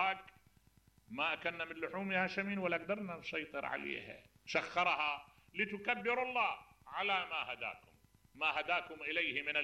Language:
Mesopotamian Arabic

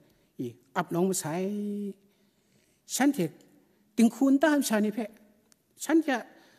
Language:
Kachin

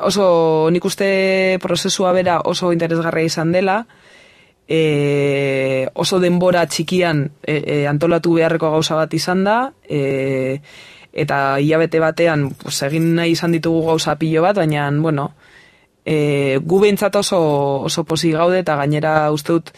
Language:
Basque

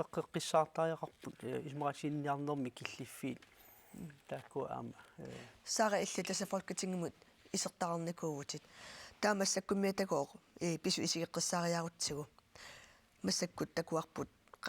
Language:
Kalaallisut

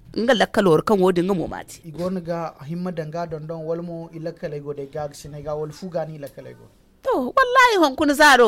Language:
Zarma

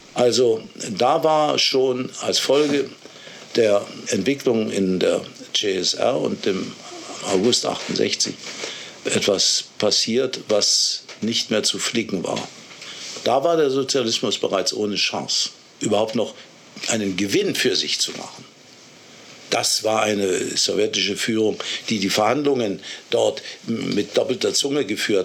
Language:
German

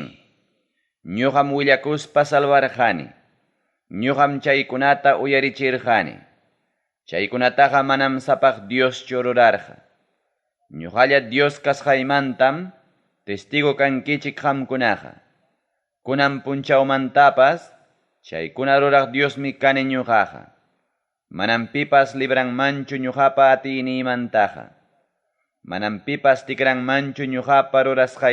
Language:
Ayacucho Quechua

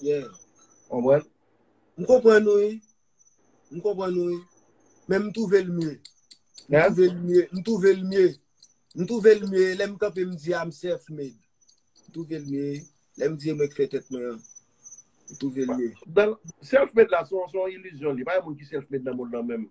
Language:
Haitian Creole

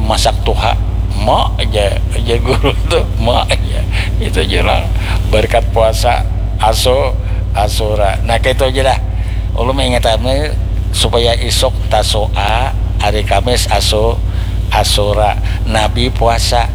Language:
Banjar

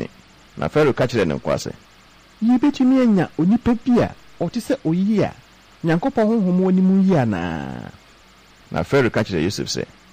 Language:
Akan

